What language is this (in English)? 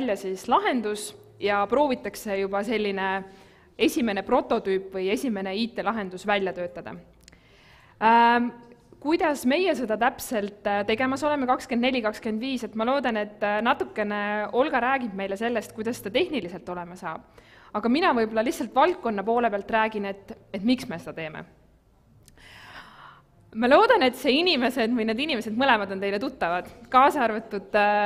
Estonian